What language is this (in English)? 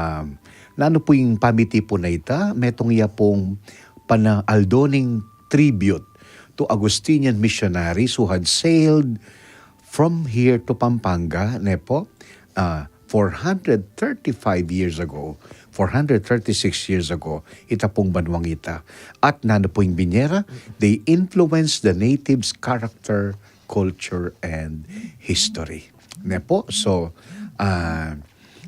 Pampanga